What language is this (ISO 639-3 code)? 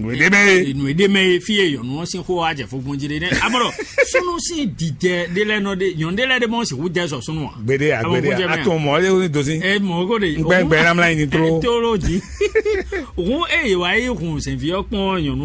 fon